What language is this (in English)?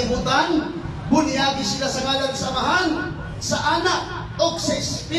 Cebuano